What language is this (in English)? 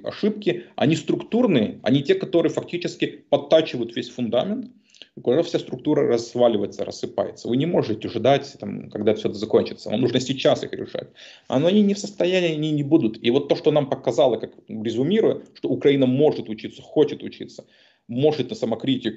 Russian